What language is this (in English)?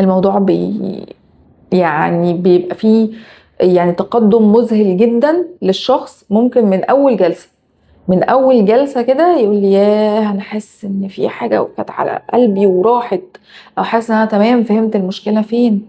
Egyptian Arabic